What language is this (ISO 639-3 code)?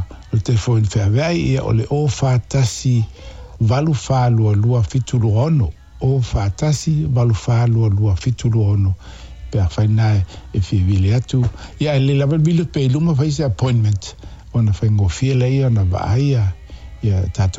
smo